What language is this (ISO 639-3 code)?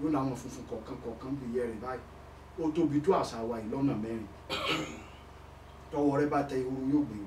yor